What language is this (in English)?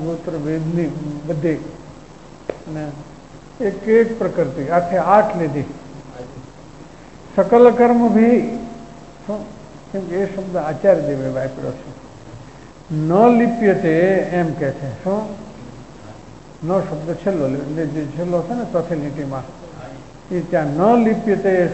Gujarati